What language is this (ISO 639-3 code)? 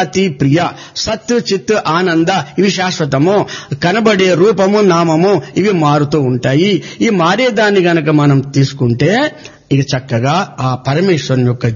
tel